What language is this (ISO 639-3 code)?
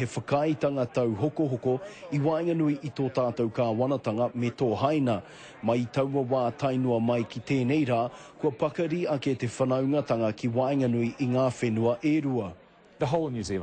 mri